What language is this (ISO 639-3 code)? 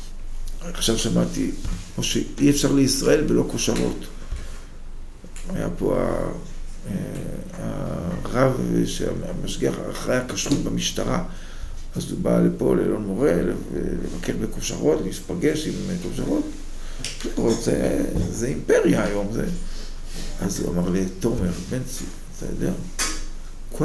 heb